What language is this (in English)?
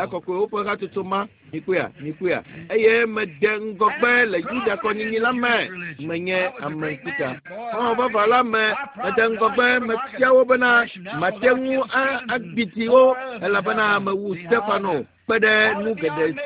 Ewe